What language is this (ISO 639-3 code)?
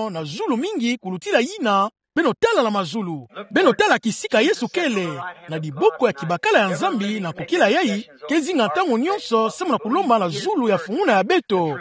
ktu